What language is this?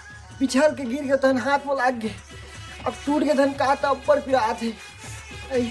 Chhattisgarhi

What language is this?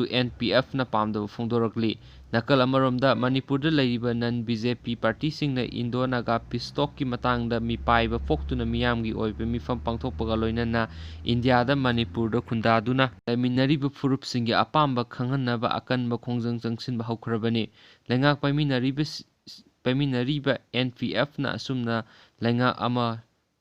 Manipuri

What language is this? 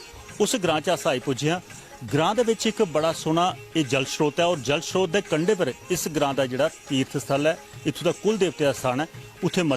Dogri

